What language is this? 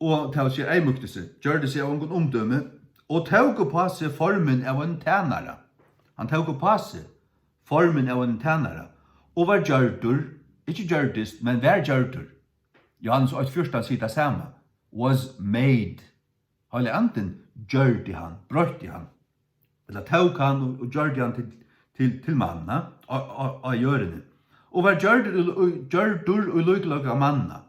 Faroese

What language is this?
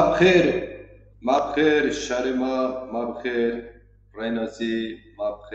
Zaza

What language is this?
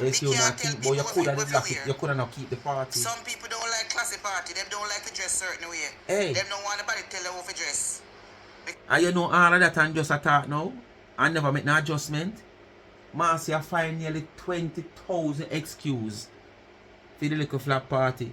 Jamaican Creole English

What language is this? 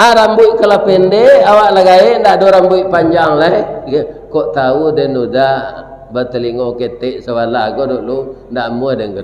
Minangkabau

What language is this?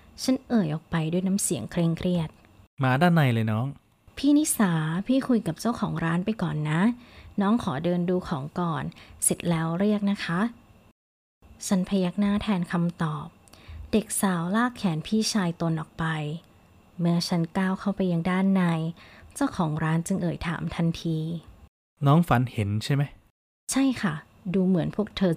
Thai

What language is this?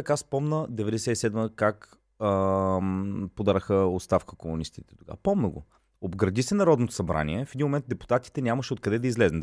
Bulgarian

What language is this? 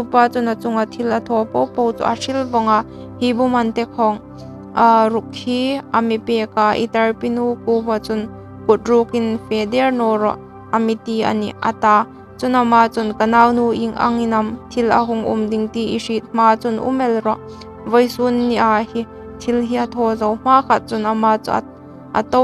Hmar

